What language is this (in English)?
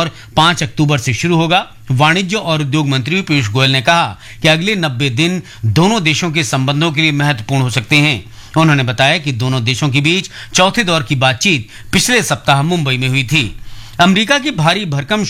Hindi